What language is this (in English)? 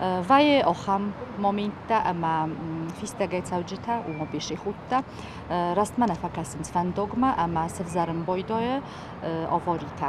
Ossetic